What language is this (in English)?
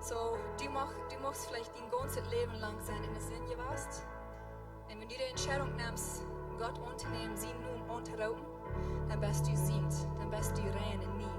Plautdietsch